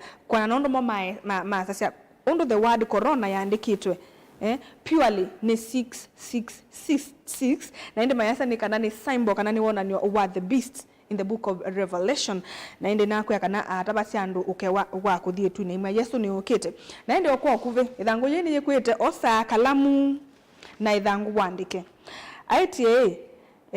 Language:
Kamba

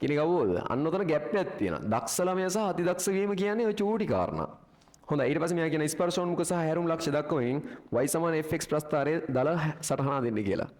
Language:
Sinhala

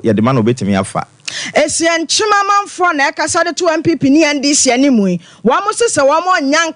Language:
Akan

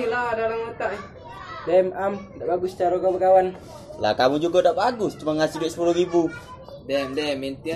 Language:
Musi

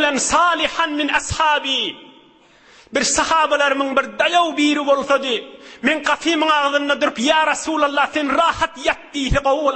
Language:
Turkmen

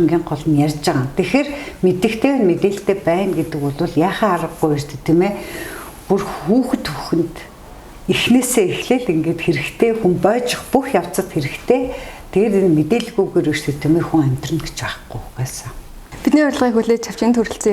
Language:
Mongolian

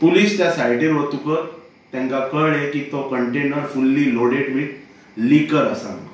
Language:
Konkani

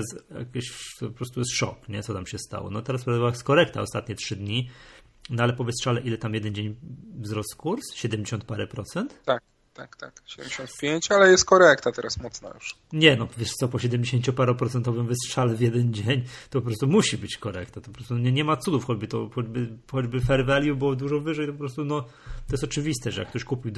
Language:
Polish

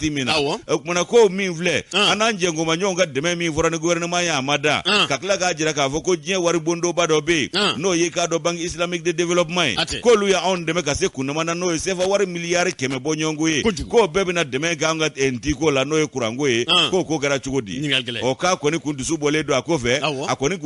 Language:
Bambara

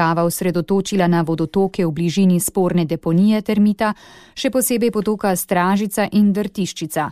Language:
Slovenian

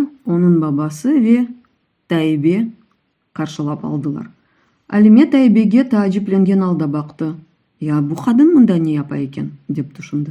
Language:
Crimean Tatar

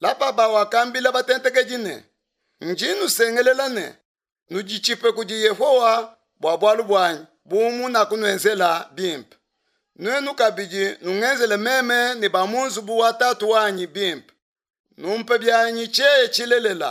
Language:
Luba-Lulua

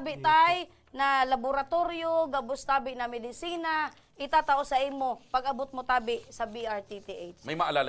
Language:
Bikol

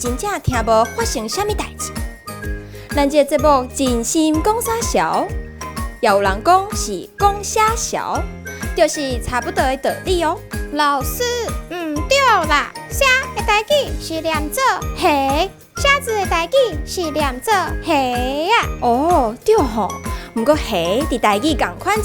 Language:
Min Nan Chinese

